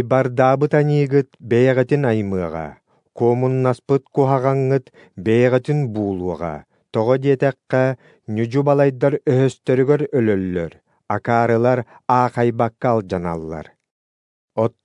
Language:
Yakut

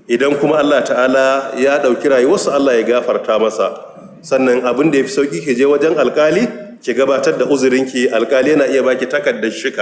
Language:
Hausa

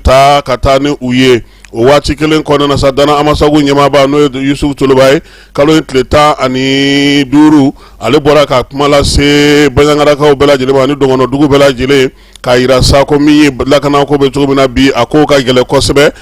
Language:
Bambara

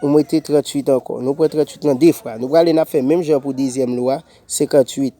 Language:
Haitian Creole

